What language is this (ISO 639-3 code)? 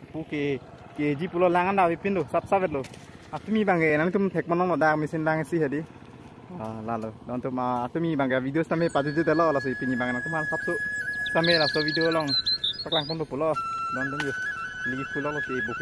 mjw